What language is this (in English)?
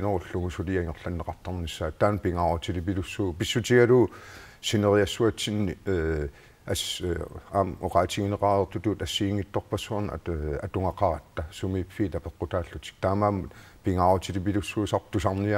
Kalaallisut